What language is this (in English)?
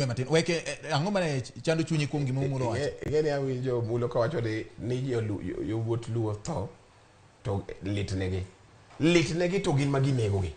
Luo (Kenya and Tanzania)